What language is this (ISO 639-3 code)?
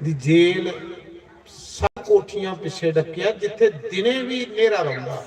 doi